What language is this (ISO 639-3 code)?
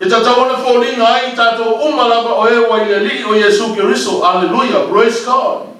smo